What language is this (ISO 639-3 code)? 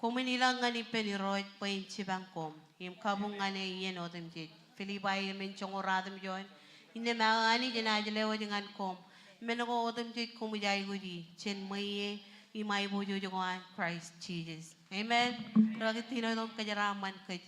mah